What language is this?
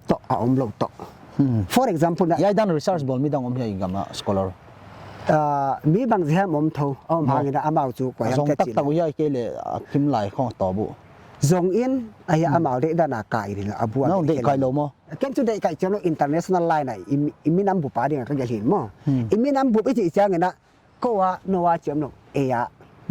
Paite Chin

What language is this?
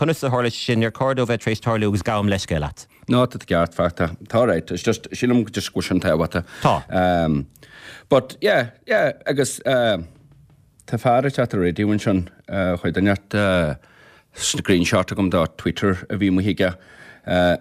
Irish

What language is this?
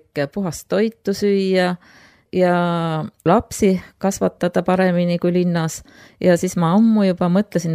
Estonian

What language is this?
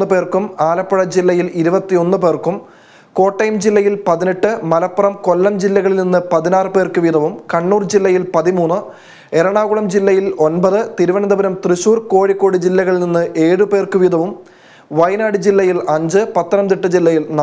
Malayalam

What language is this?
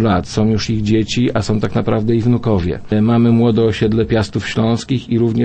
Polish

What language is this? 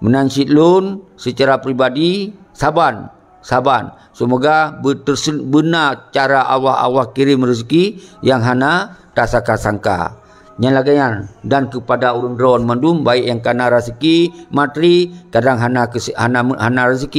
Achinese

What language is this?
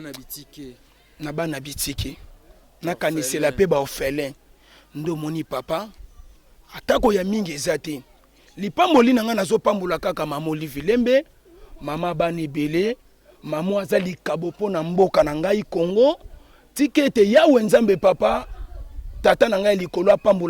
Lingala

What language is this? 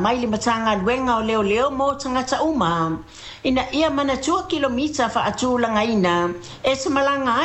Samoan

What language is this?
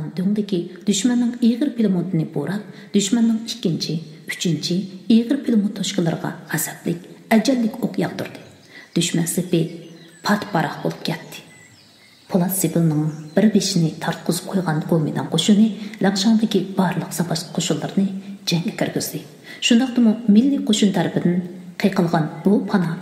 Uyghur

